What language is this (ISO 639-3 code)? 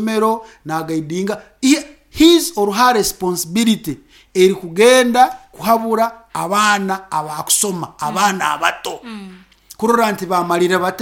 nyn